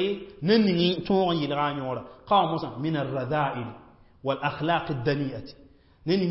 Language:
Mossi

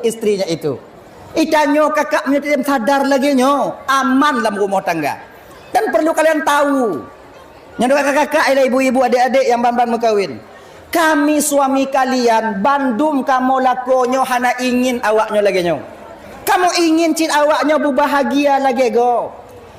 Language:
Achinese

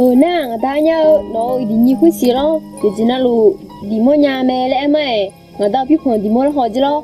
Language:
Akha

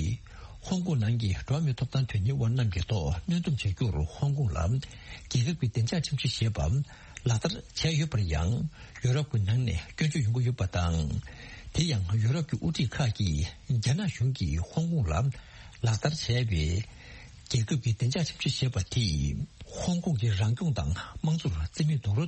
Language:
Tibetan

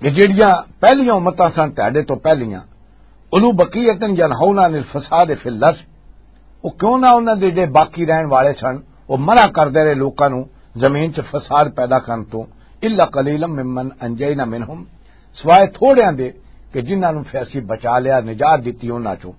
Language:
Western Panjabi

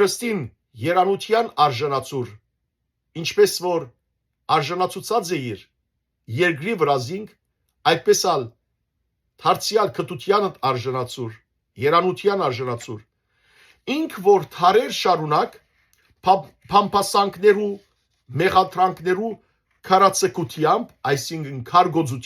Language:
Western Armenian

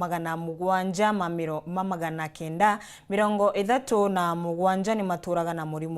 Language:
Meru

